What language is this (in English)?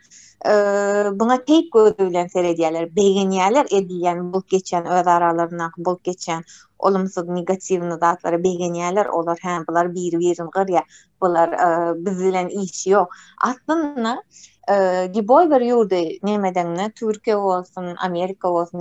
Turkmen